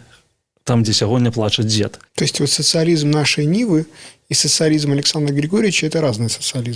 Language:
Belarusian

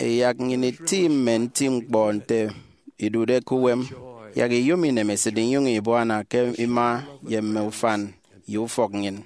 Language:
Efik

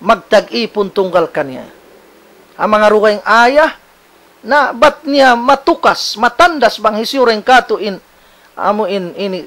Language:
Tausug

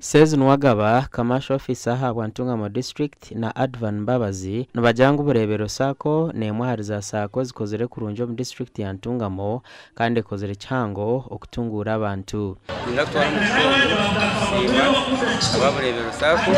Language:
Nyankole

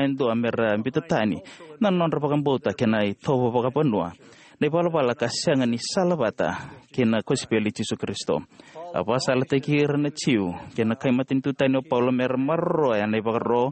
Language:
Fijian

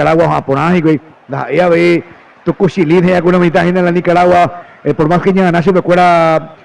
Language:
Guarani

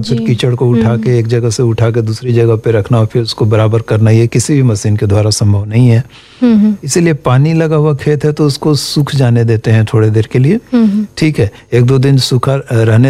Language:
Hindi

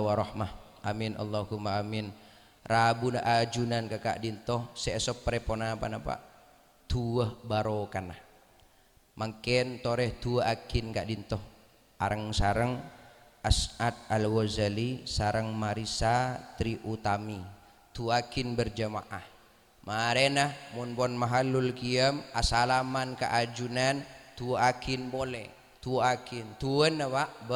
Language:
Madurese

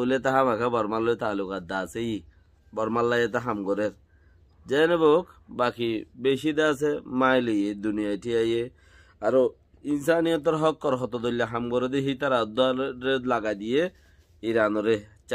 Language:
Rohingya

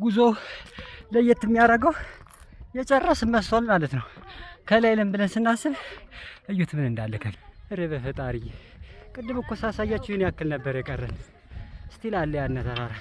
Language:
Amharic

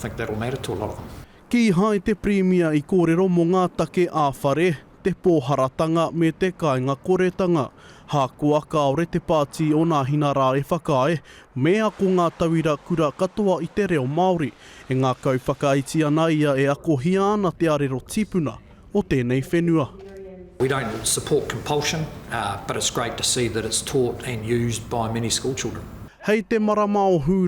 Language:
Māori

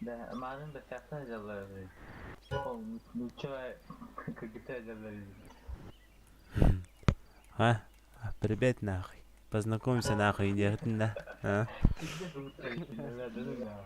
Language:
Yakut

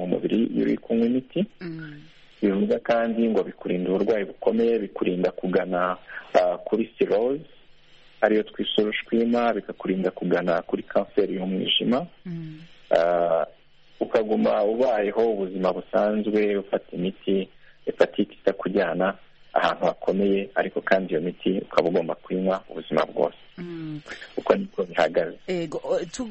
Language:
Kinyarwanda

